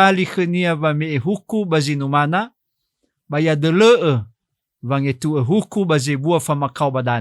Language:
Nias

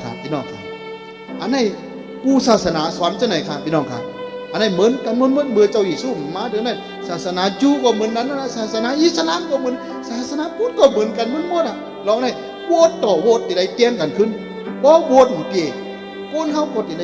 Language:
Shan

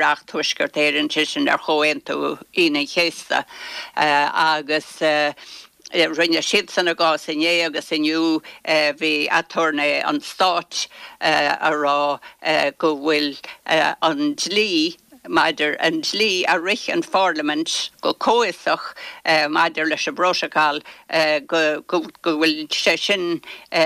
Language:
Irish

